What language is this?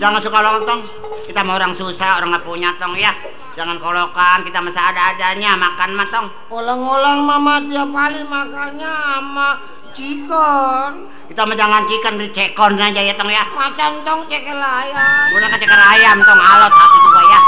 Betawi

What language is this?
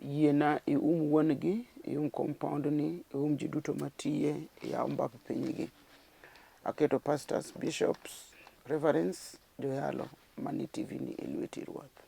Luo (Kenya and Tanzania)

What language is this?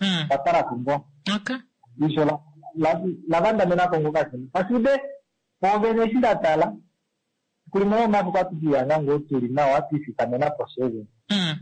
Kuanyama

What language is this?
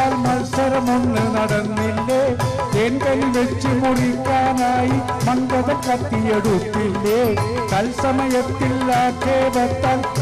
Malayalam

